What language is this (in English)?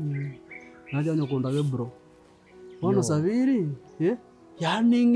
Gusii